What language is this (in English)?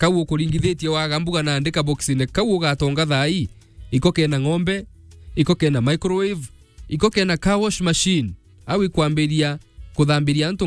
Meru